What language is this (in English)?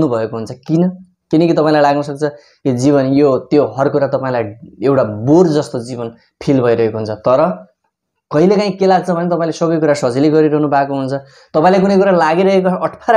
Nepali